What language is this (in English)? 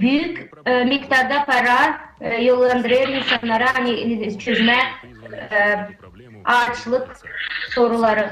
Gagauz